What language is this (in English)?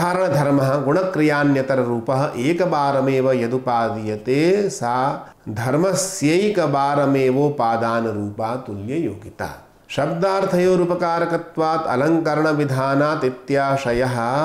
Sanskrit